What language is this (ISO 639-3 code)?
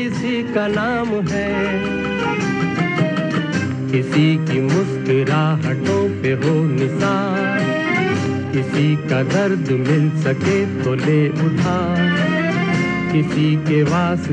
hin